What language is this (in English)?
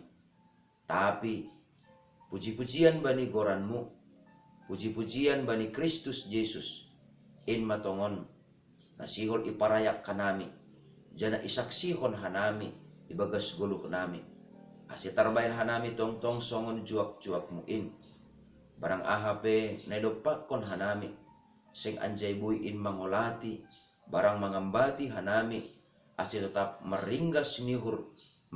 Batak Simalungun